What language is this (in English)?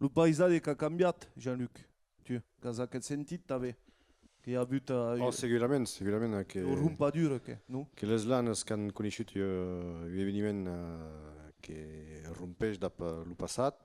Occitan